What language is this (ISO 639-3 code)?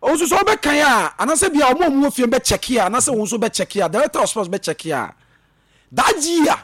aka